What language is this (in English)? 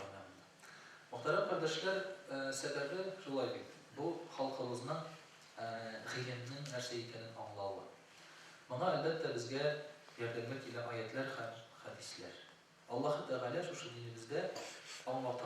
Tatar